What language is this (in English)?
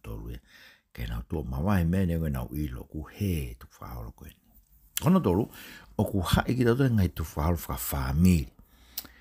Tongan